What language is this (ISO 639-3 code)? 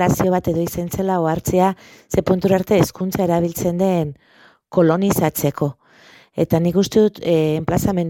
eus